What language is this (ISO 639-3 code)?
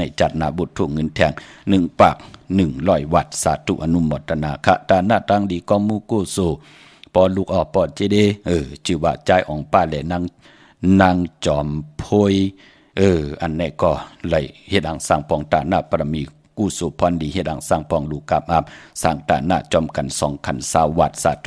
shn